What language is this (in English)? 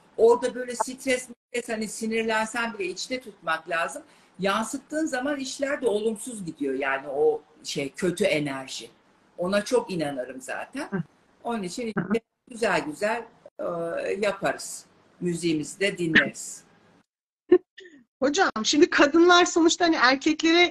Turkish